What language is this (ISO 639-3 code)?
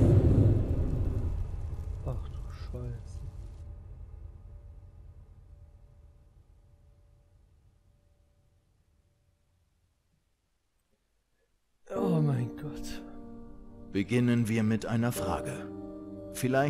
deu